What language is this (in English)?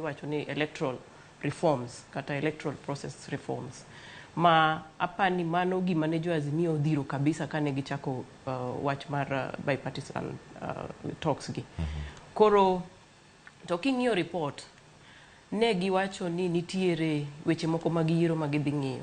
Luo (Kenya and Tanzania)